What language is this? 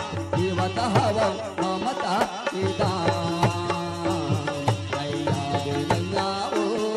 Chhattisgarhi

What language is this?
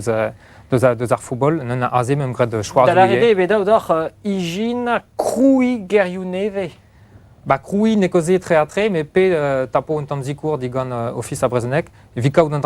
Breton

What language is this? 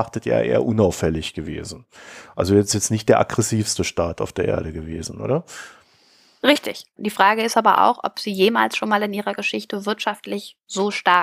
German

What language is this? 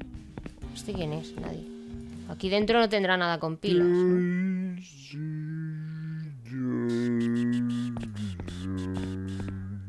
Spanish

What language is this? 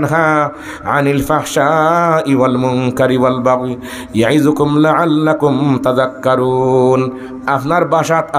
Sylheti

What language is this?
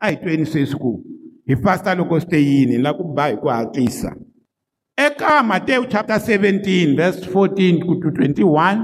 Tsonga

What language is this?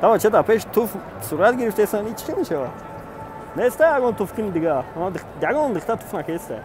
Tajik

